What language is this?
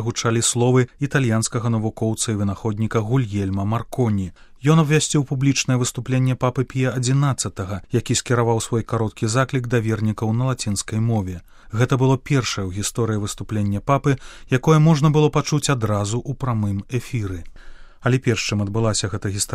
Belarusian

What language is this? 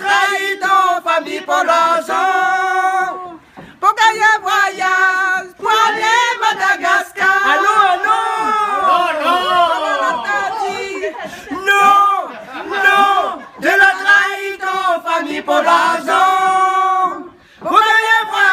Réunion Creole French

